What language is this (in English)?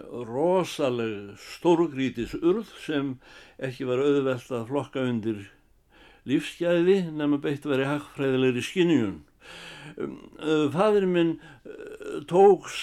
Icelandic